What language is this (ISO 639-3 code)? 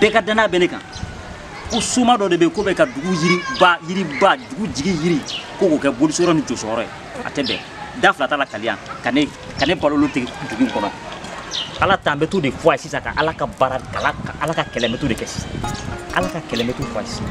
bam